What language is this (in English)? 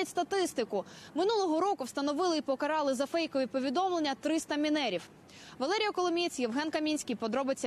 Ukrainian